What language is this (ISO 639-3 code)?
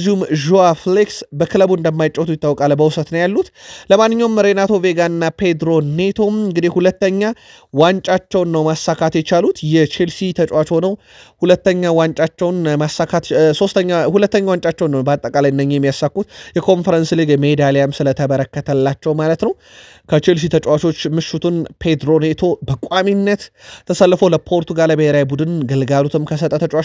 amh